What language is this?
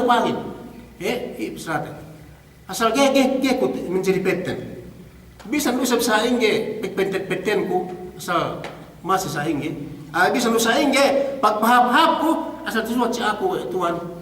Yakan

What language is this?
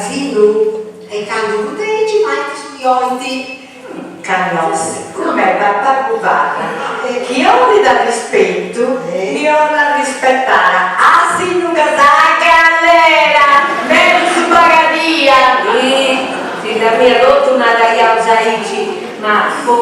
Sardinian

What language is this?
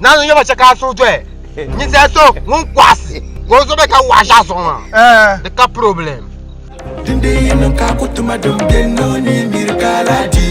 Dagbani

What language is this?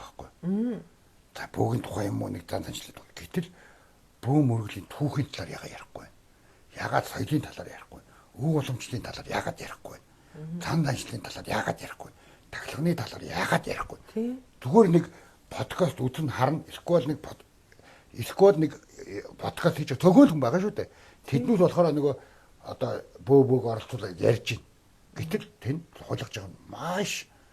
Mongolian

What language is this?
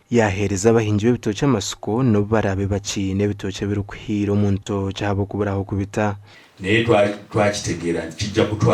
Nyankole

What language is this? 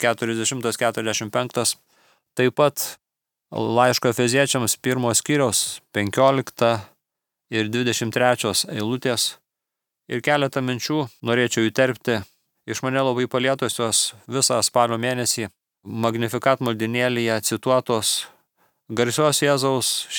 Lithuanian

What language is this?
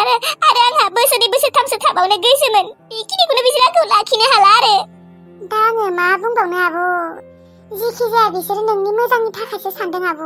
Bodo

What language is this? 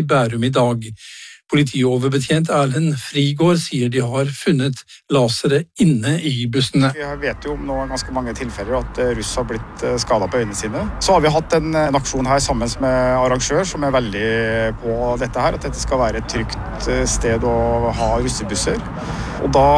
Norwegian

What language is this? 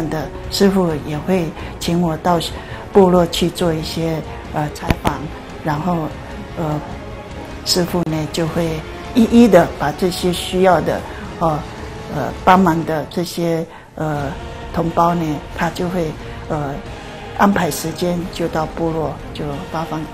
Chinese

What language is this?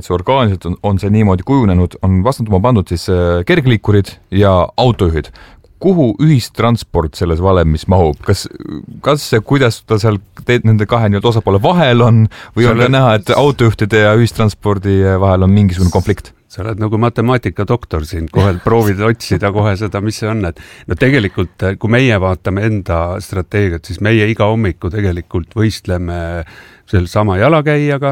Estonian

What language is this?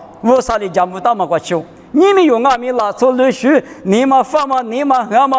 Lisu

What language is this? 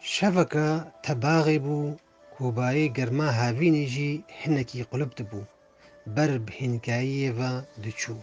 Kurdish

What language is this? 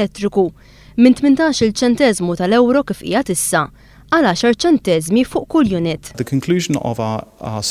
Maltese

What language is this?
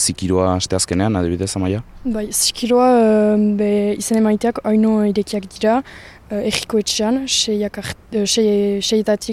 Basque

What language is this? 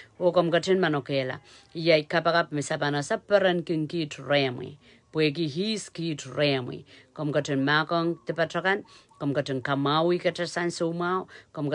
Pohnpeian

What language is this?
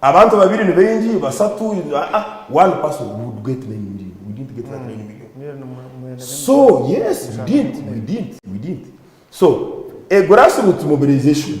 Nyankole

